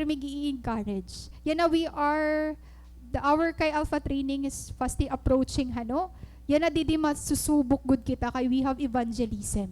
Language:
Waray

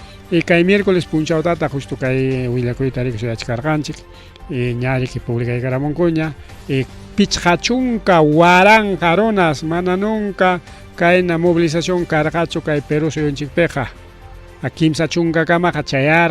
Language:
Ayacucho Quechua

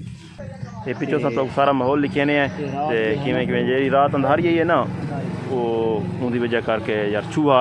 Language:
Saraiki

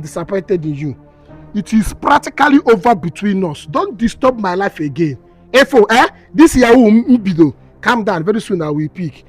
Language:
Igbo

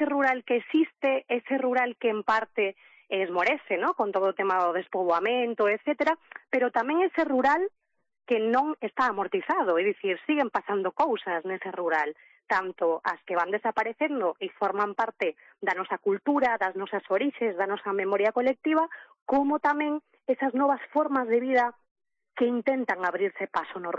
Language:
Galician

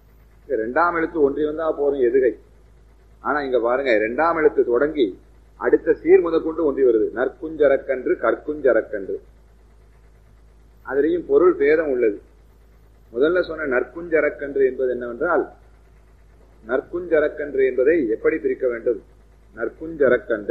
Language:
Tamil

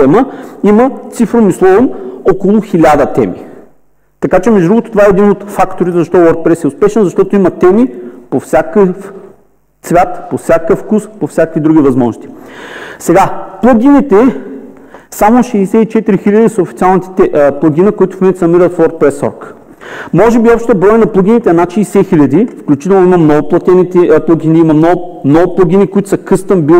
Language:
Bulgarian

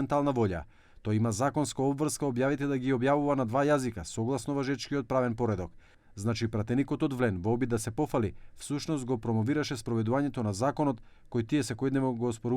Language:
Macedonian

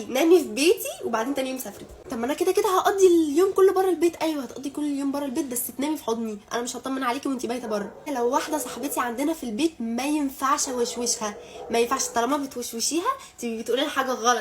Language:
Egyptian Arabic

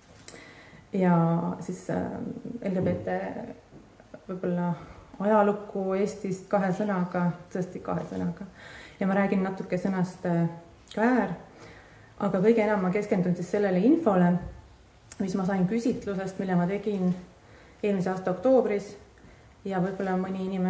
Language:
Estonian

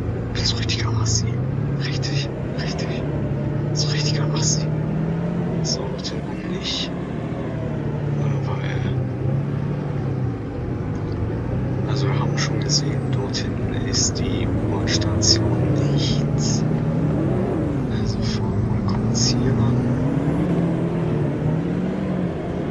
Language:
German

